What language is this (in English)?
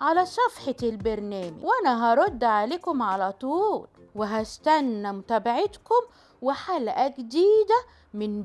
Egyptian Arabic